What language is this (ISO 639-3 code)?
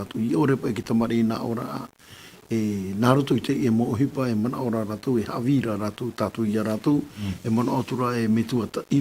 tah